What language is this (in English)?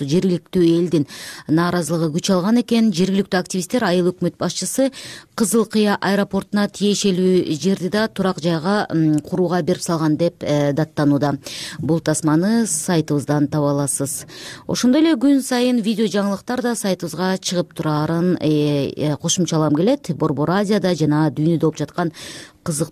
Kyrgyz